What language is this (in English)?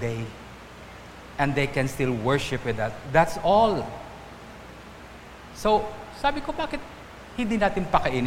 Filipino